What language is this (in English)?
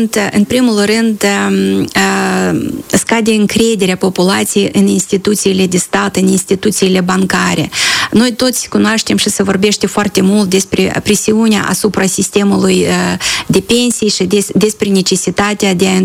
Romanian